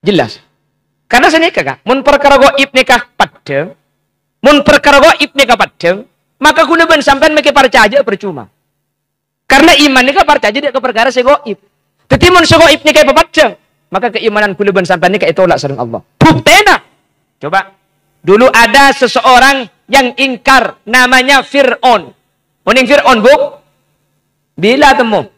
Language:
Madurese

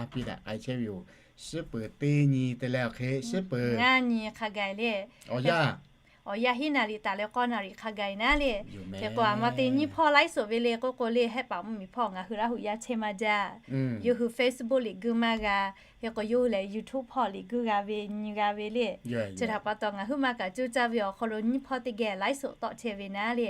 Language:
Lahu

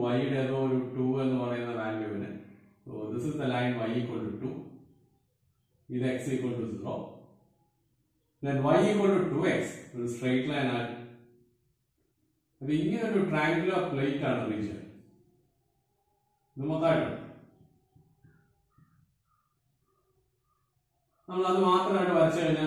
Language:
Malayalam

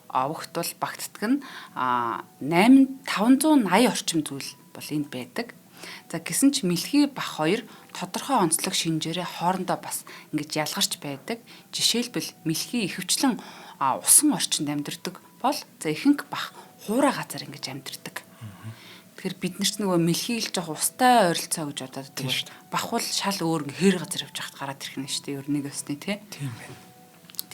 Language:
Mongolian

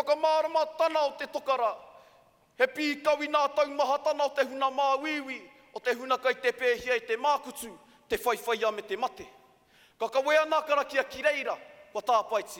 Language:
Māori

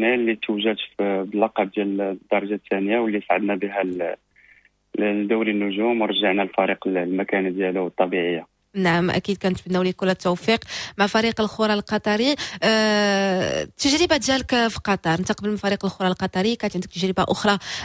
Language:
Moroccan Arabic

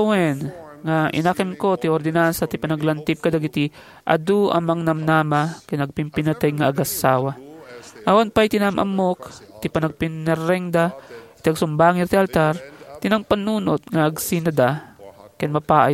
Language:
Iloko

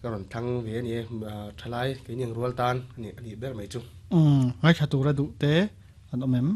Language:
Mizo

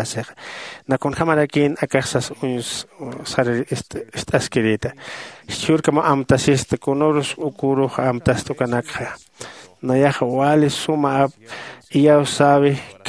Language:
Aymara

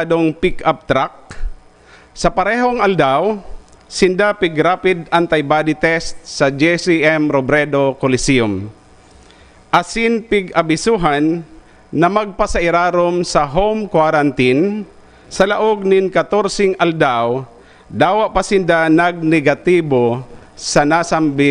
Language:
Bikol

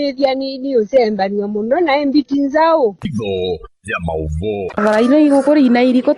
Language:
Kamba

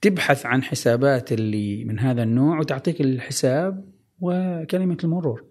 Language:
Gulf Arabic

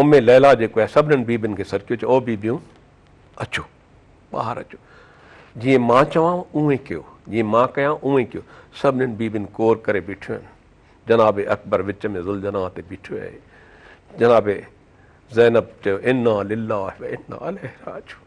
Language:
Sindhi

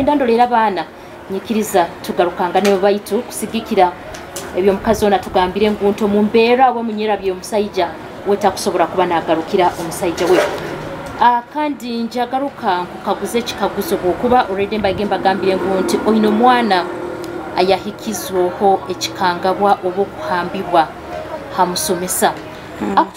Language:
Nyoro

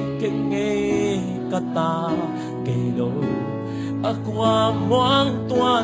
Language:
Tedim Chin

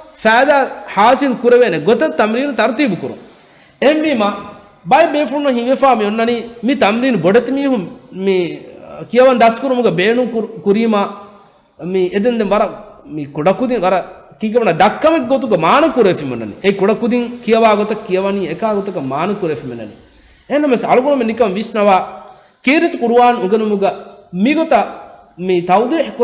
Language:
Divehi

